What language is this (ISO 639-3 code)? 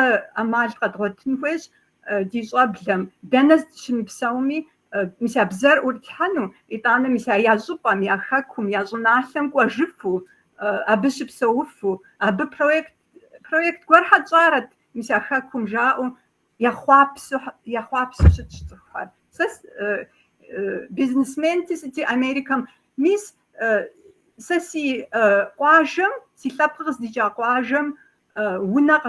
kbd